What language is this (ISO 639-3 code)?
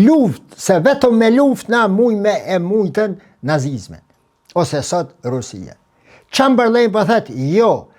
sqi